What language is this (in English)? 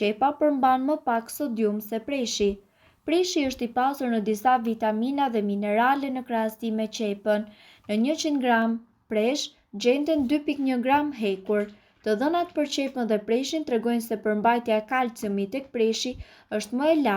Albanian